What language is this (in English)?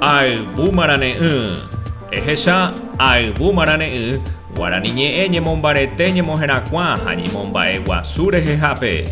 Guarani